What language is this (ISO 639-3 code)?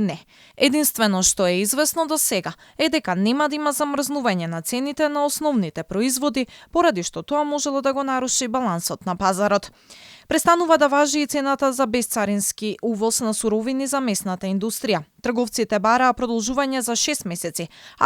mkd